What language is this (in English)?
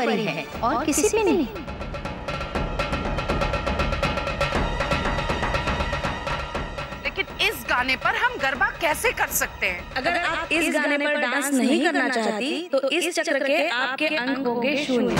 Hindi